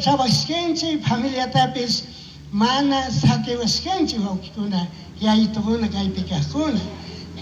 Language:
Chimborazo Highland Quichua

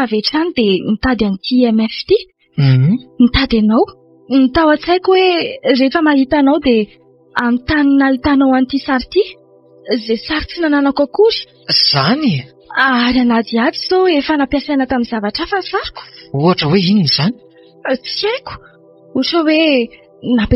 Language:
Malagasy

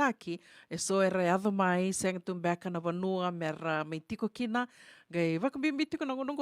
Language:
Fijian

